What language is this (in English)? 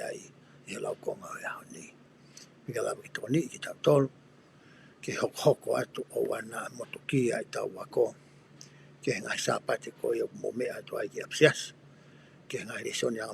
Tongan